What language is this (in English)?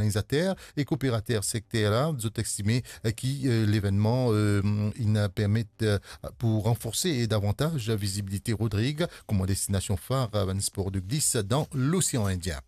Morisyen